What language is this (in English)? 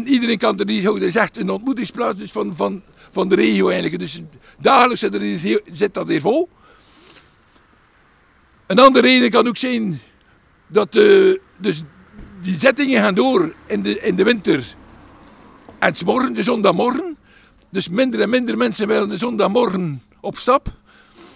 Dutch